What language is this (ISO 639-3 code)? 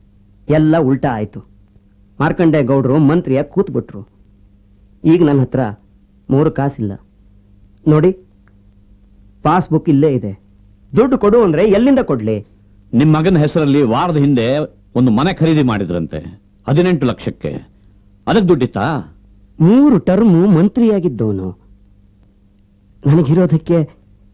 kan